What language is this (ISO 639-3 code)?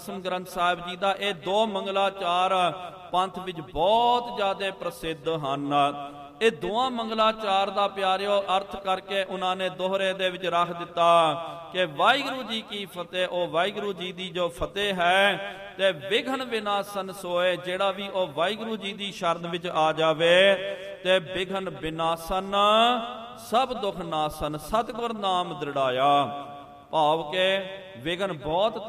pan